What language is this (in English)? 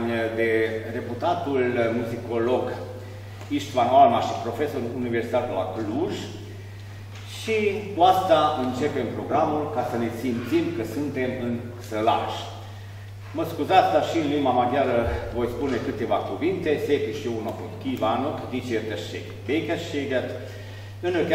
Romanian